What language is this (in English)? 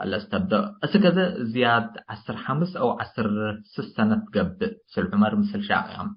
Tigre